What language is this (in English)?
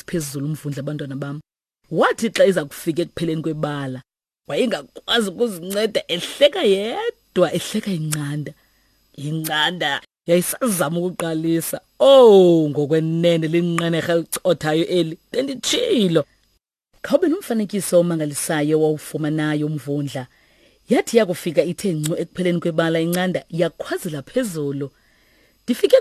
Xhosa